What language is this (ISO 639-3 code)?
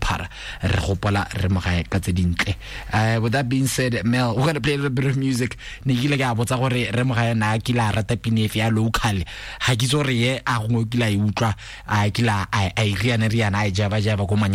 tsn